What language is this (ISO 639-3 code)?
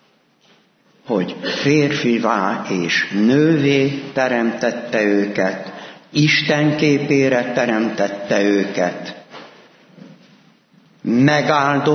hun